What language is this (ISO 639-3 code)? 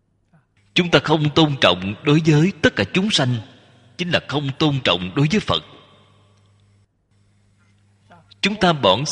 vie